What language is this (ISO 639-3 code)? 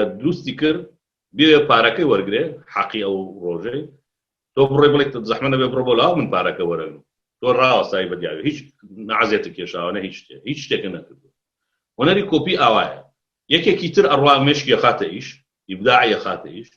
ckb